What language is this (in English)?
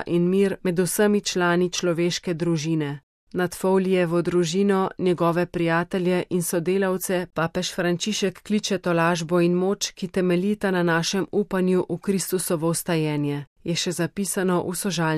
Slovenian